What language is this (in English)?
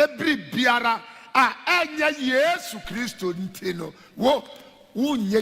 Akan